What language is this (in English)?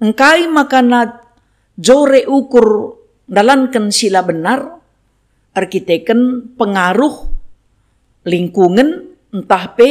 Batak Karo